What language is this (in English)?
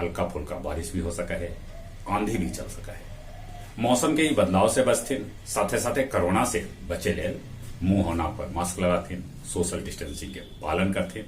Magahi